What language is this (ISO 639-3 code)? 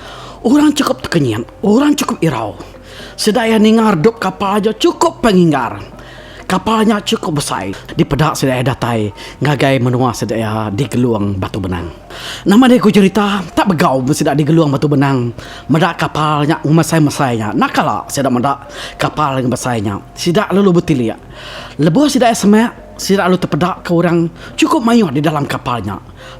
iba